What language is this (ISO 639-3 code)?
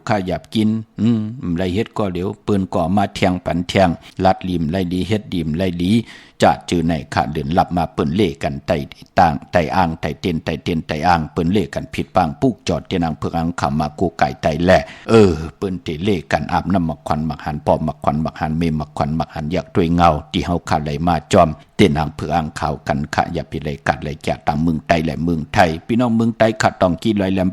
shn